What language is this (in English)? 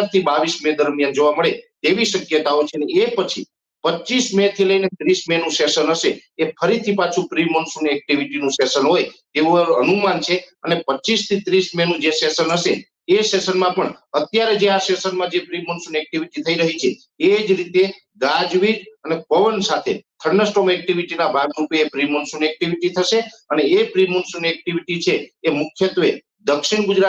Gujarati